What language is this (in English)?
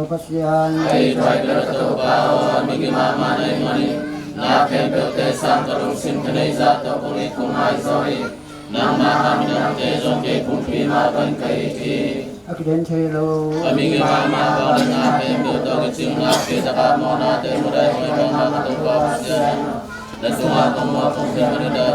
Tedim Chin